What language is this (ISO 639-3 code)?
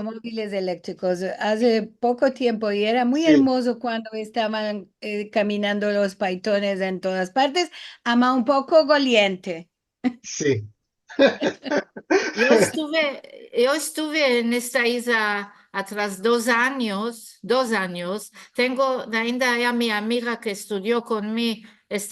lad